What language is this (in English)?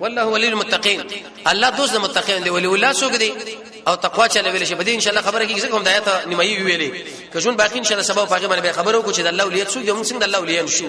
Pashto